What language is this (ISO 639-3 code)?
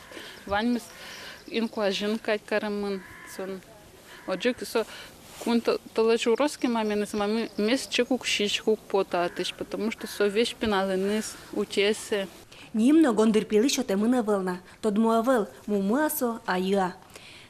udm